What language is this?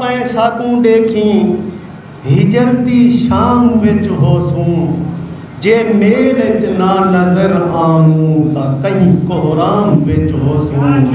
Saraiki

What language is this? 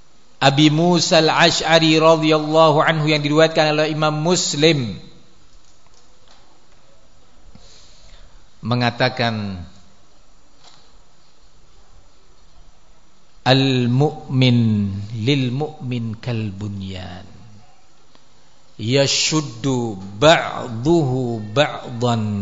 Indonesian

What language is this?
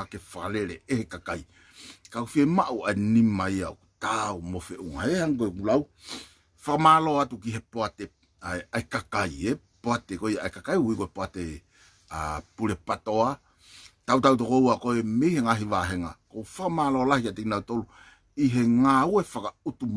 Tongan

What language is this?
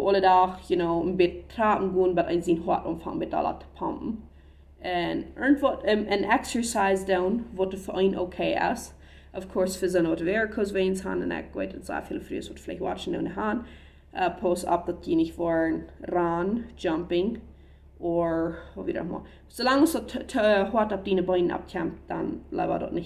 Plautdietsch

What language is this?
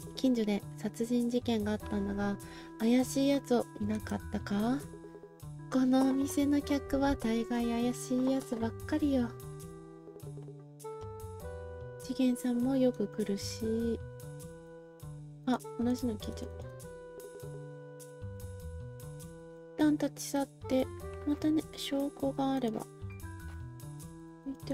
Japanese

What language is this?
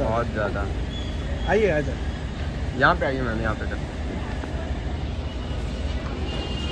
Hindi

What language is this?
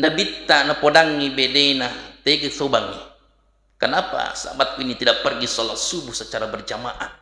Buginese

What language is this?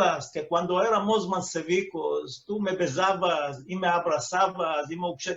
Ladino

